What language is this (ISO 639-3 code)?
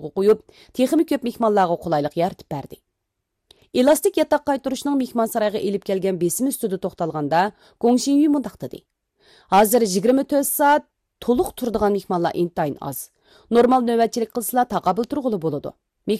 uig